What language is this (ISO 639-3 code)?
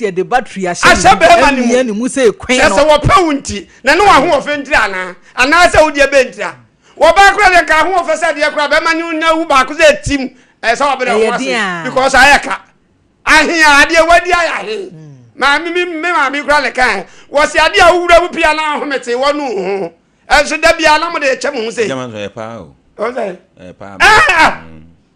aka